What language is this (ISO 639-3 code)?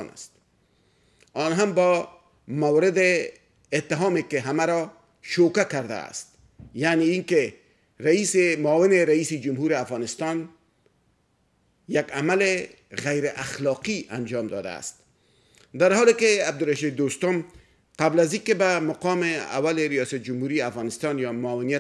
fas